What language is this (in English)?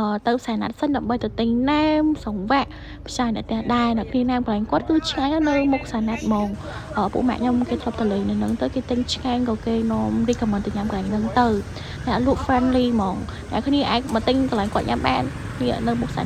Khmer